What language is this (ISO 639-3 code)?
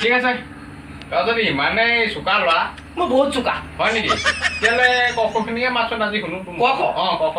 asm